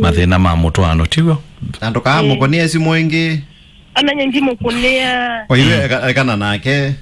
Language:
Kamba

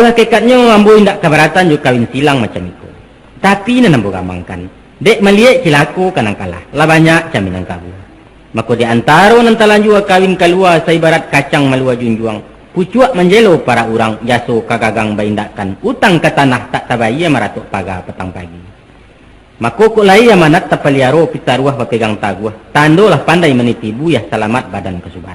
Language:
Minangkabau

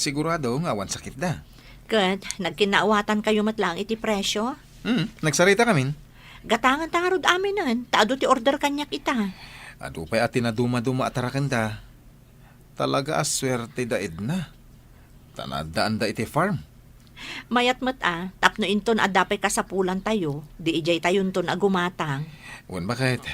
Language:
Iloko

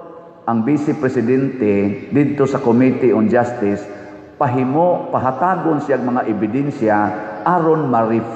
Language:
Cebuano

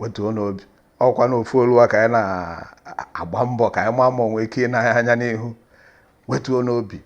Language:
Igbo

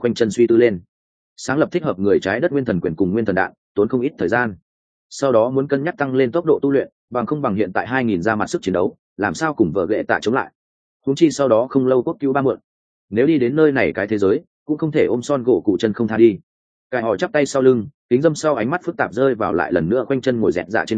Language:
Vietnamese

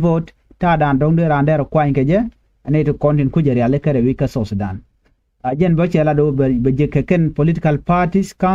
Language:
Nuer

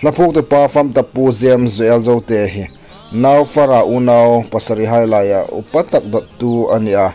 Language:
Hmar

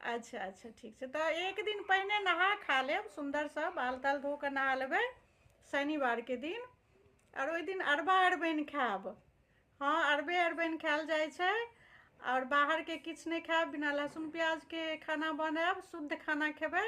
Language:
Maithili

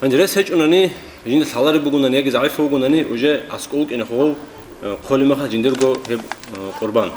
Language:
Avaric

